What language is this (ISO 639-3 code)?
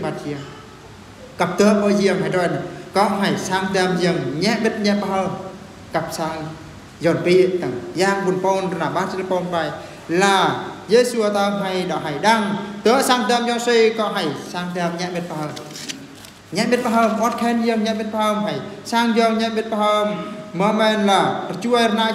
bru